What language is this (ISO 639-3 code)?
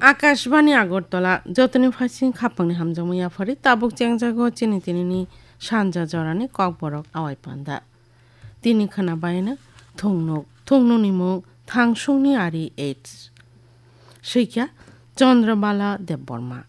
trp